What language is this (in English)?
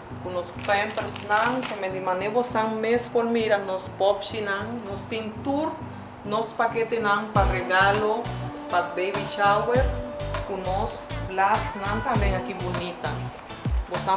Papiamento